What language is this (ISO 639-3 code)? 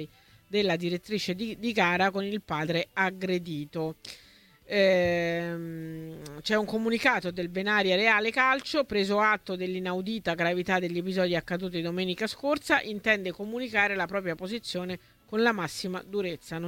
ita